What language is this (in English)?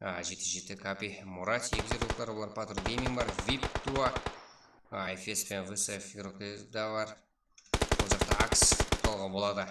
Kara-Kalpak